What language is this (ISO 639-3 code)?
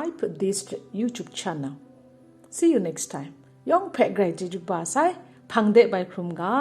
kac